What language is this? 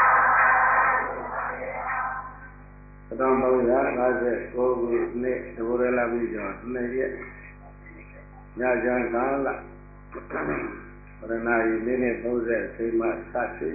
Burmese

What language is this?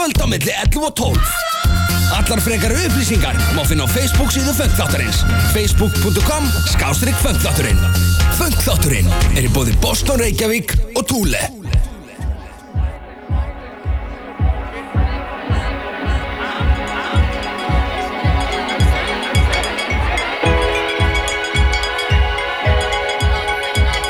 Icelandic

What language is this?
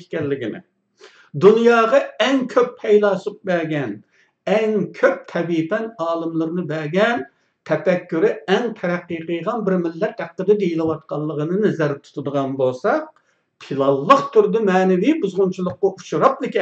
Uyghur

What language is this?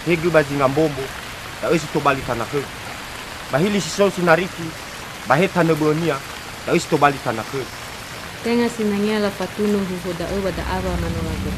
Nias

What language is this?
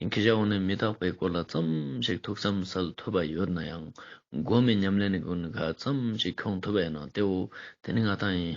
Ladakhi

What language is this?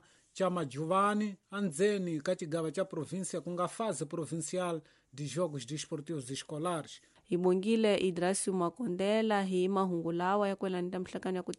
Tsonga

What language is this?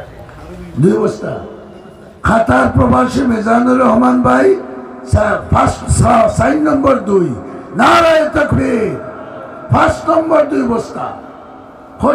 Sylheti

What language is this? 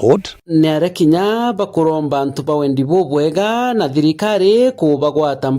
Meru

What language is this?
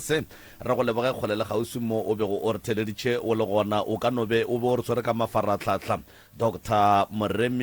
Northern Sotho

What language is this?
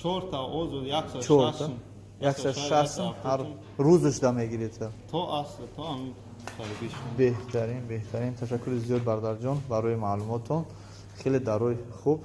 Tajik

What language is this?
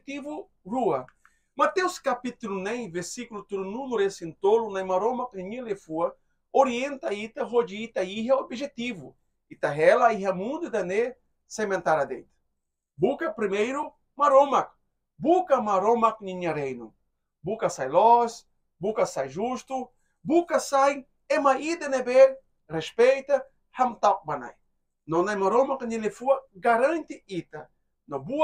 Tetum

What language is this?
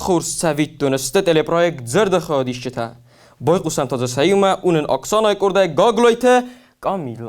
Ossetic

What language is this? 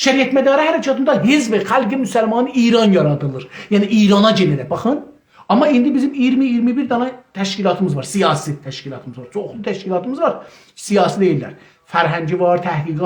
South Azerbaijani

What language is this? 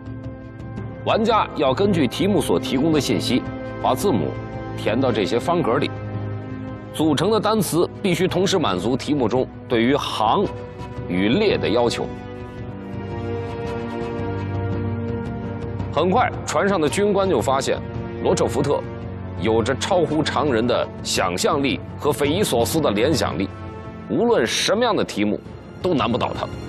Chinese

